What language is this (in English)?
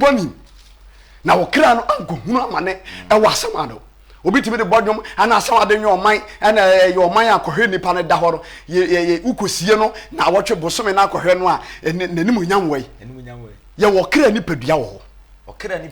Akan